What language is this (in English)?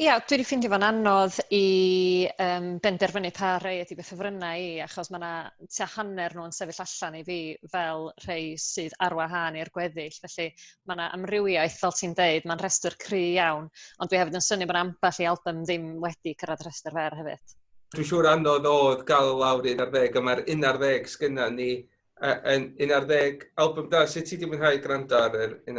Welsh